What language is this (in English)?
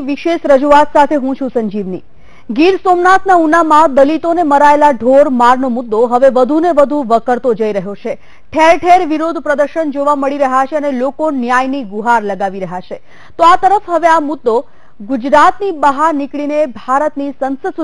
Gujarati